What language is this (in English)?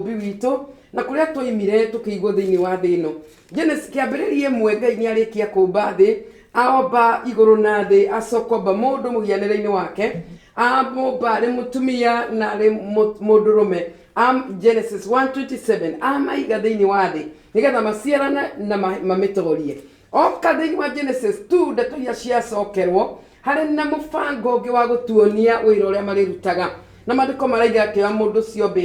Kikuyu